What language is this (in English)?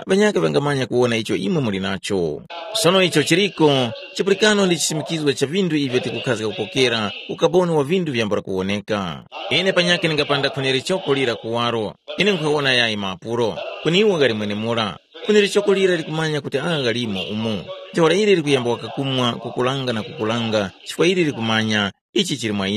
Tumbuka